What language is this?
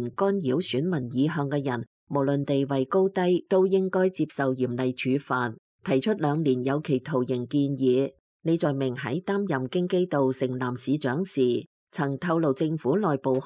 Cantonese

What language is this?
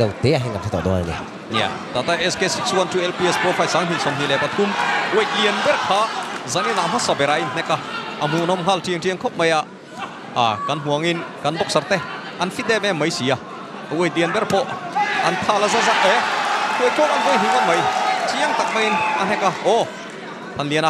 Mizo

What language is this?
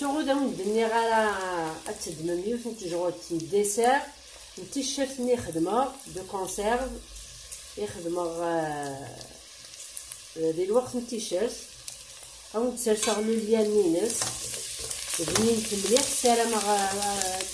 Kabyle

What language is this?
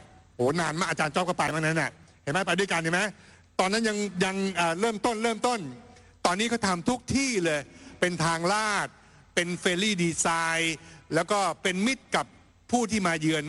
Thai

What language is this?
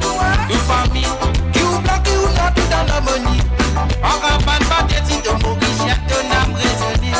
Morisyen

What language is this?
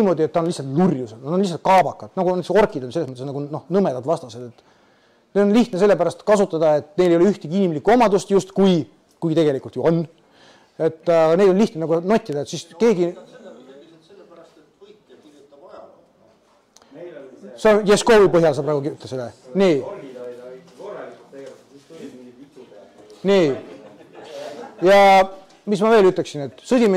Estonian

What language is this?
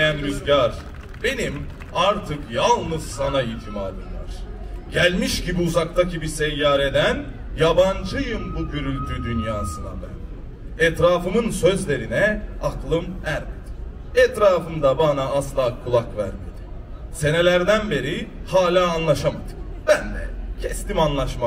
Turkish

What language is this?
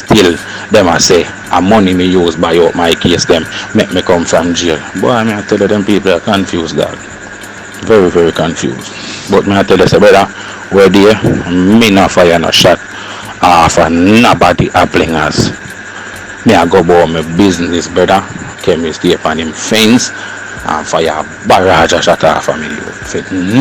Jamaican Creole English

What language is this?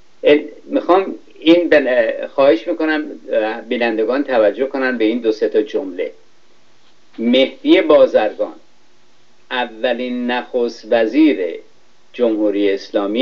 Persian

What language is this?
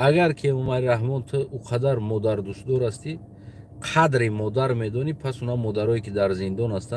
Tajik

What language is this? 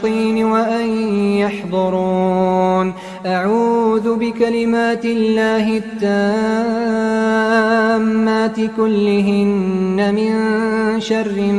Arabic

